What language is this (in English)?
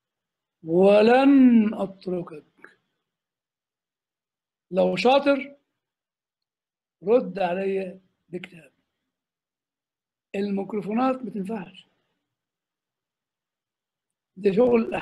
Egyptian Arabic